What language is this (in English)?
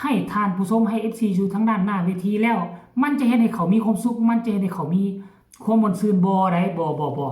Northeastern Thai